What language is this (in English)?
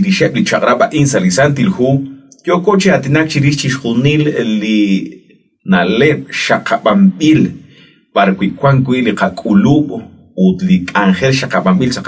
Kekchí